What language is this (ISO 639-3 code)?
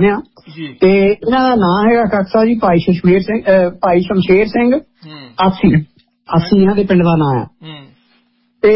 pan